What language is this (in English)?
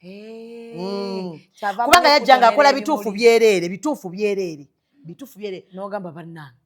Ganda